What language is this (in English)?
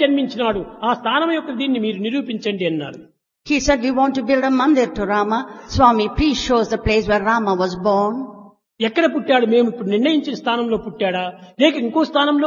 Telugu